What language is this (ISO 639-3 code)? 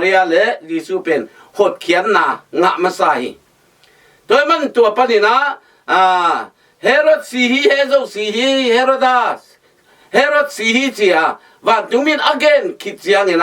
ctd